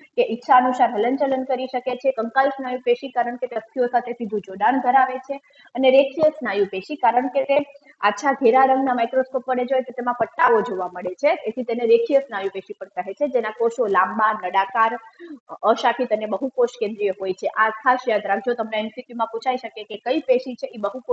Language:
Gujarati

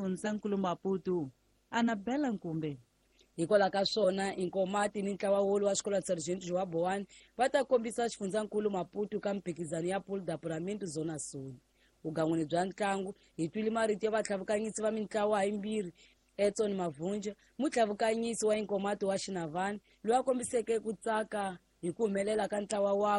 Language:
Tsonga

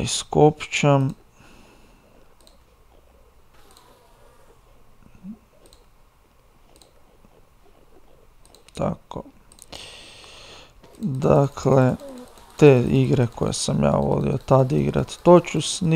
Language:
Croatian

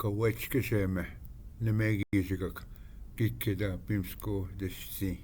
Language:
Ojibwa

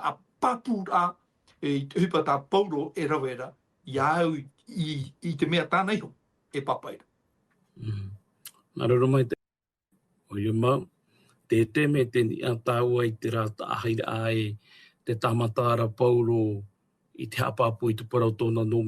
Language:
Tahitian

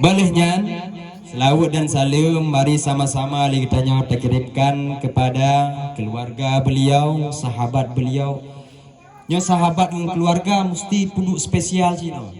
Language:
Achinese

